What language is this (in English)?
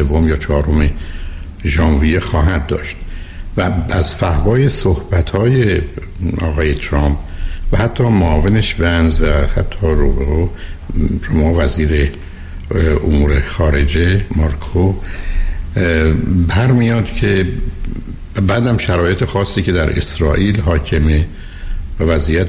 Persian